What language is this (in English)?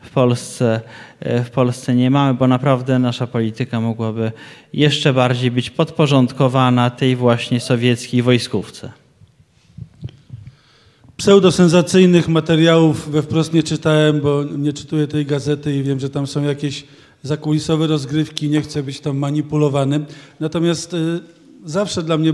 Polish